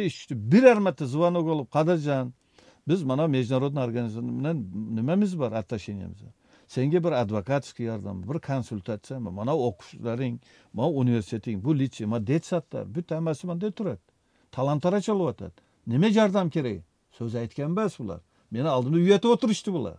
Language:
Kyrgyz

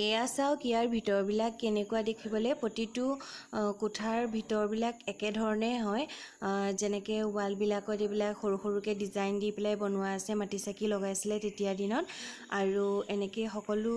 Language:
Assamese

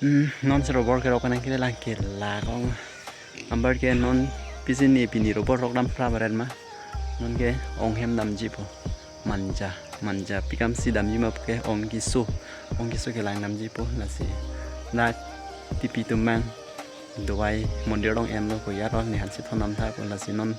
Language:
Karbi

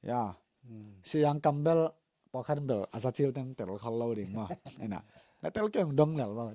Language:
Tedim Chin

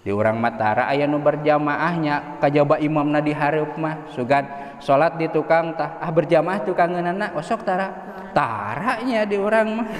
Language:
Sundanese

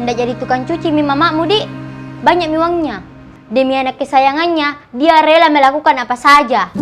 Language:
Makassar Malay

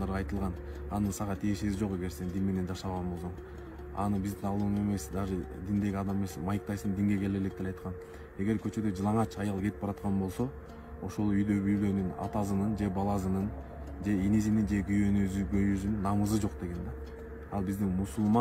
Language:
Kyrgyz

